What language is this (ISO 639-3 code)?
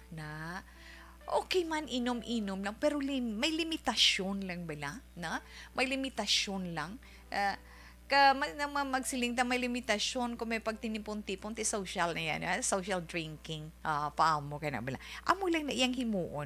hil